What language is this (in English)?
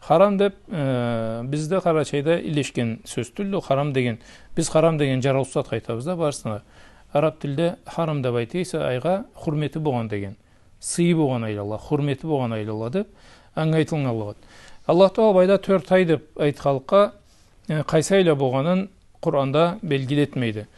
Karachay-Balkar